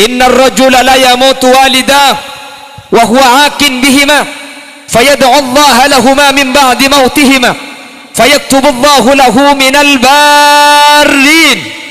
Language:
Madurese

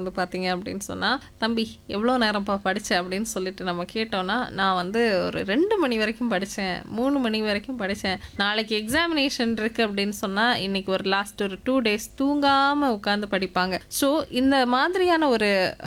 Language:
Tamil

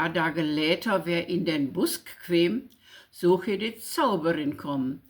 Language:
Low German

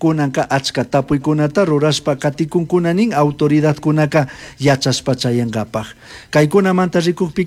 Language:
Chimborazo Highland Quichua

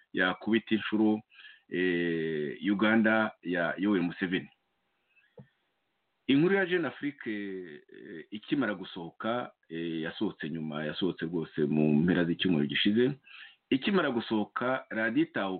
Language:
Kinyarwanda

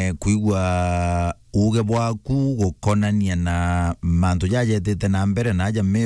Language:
Meru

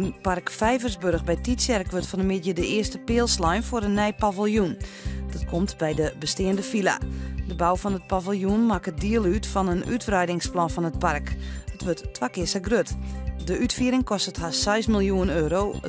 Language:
Western Frisian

